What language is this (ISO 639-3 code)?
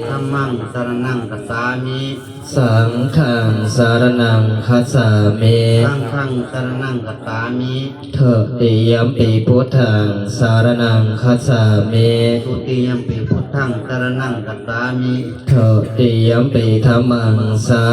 pli